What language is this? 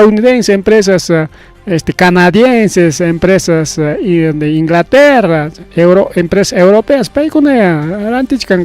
Ayacucho Quechua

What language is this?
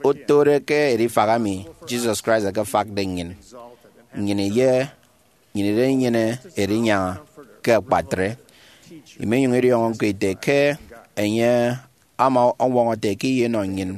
Efik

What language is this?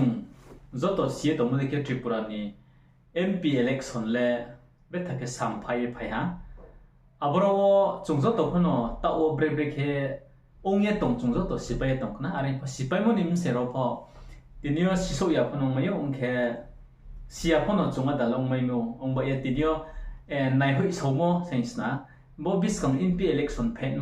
Riang (India)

